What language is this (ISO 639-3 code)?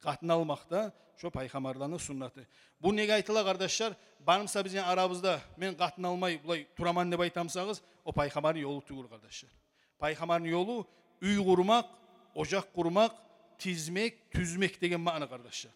kum